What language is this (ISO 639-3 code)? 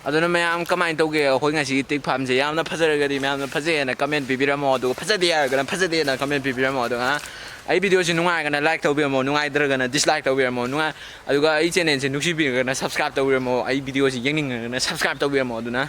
mni